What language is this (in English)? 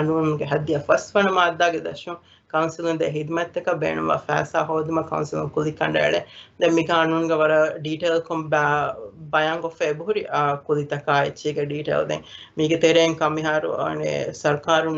Divehi